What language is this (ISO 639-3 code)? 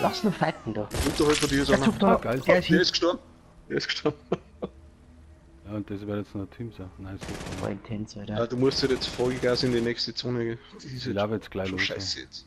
bar